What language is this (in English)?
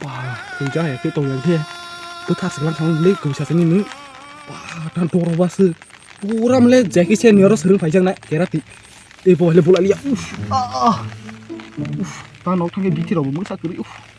Kok Borok